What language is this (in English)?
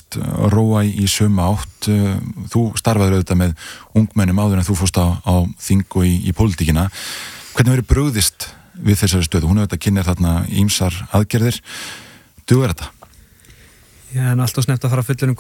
Icelandic